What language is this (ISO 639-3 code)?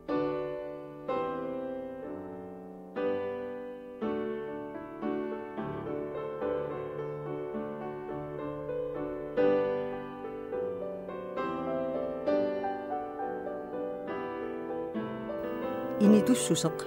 kal